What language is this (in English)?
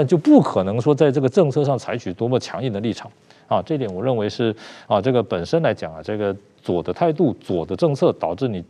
Chinese